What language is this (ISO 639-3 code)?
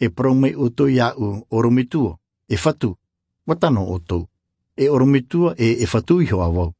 tah